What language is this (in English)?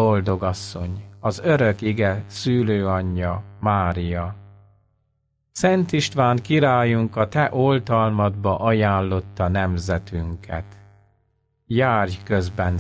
Hungarian